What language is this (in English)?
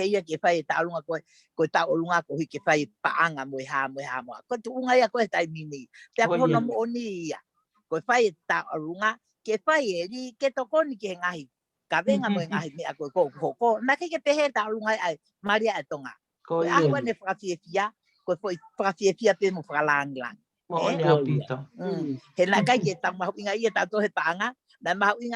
Tongan